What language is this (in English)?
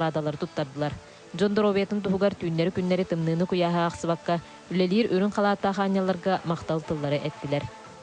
Yakut